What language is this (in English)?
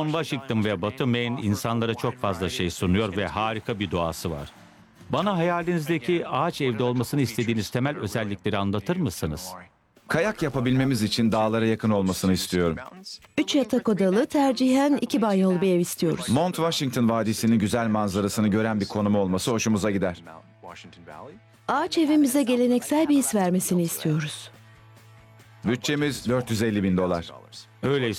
Turkish